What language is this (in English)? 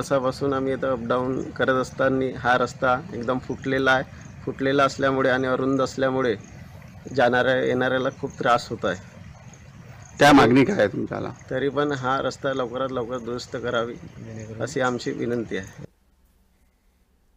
Marathi